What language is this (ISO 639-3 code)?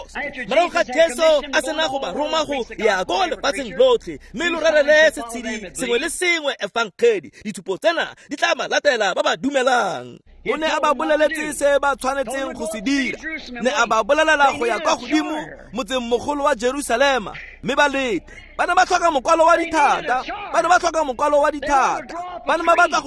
tsn